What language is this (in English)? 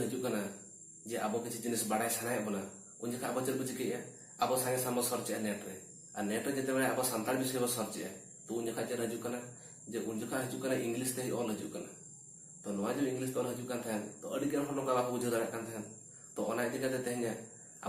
Santali